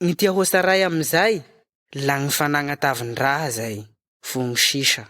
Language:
Malagasy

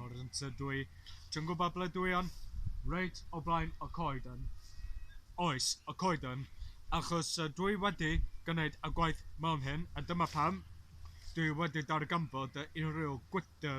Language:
Welsh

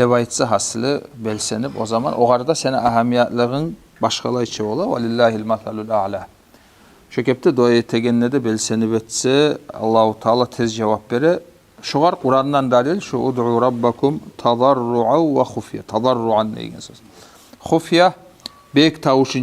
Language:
Kumyk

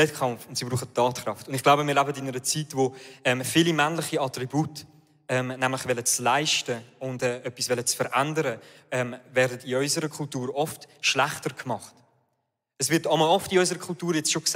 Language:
Swiss German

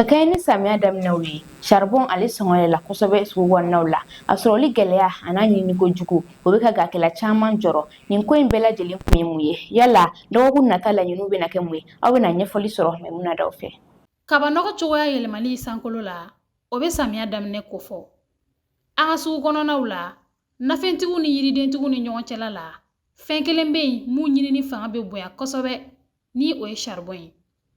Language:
Bambara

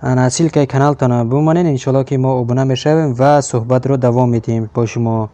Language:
Tajik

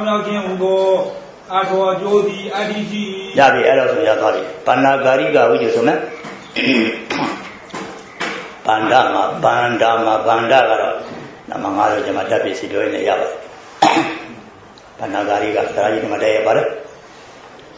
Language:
Burmese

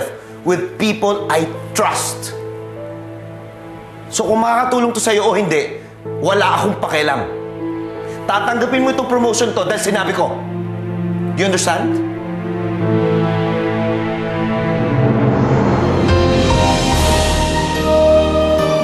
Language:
Filipino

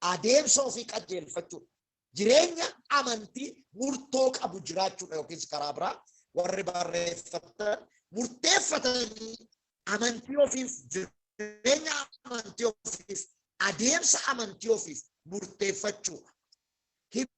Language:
Oromo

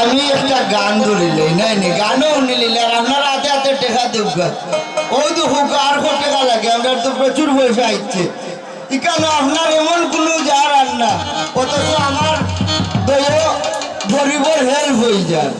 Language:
Sylheti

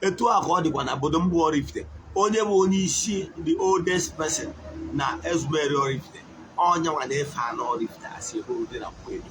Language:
Igbo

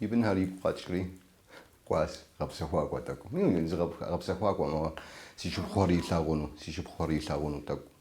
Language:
Kabardian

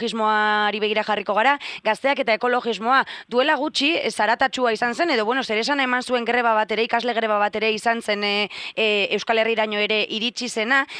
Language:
Basque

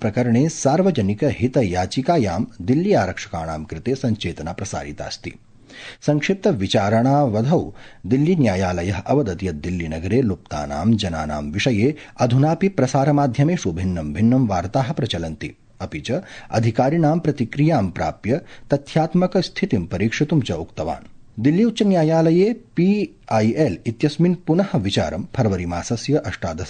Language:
Sanskrit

